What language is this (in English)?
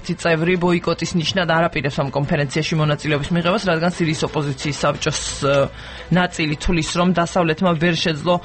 Georgian